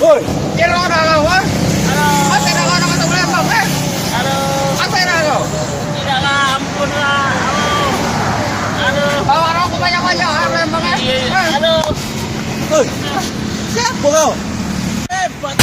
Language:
Musi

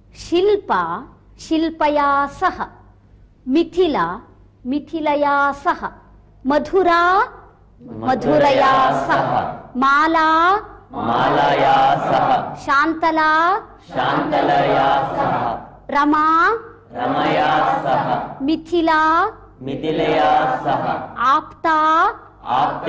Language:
Sanskrit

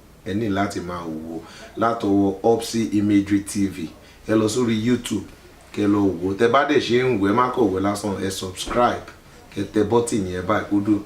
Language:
Yoruba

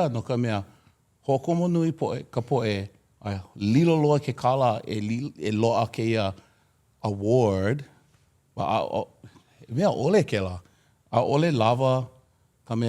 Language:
Hawaiian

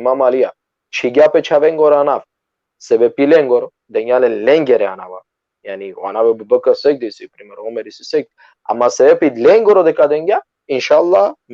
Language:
Balkan Romani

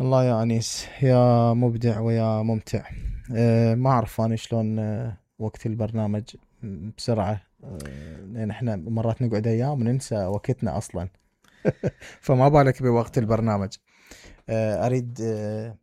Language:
Mesopotamian Arabic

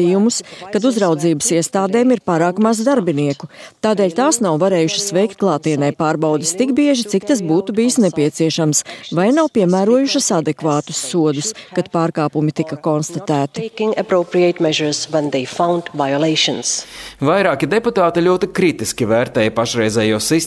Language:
Latvian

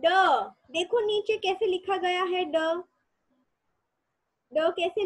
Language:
Hindi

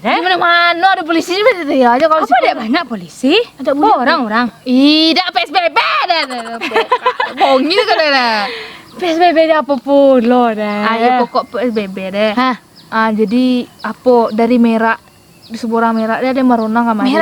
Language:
Minangkabau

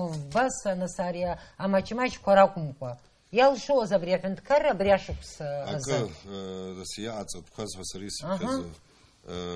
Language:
Abkhazian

